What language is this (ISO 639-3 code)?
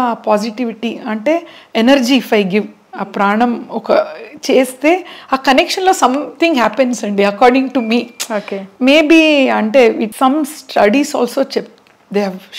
tel